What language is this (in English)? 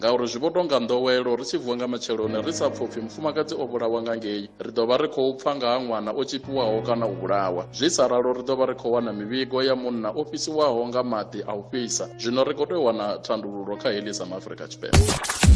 Venda